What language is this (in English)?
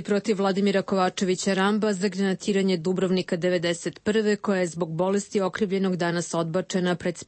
Serbian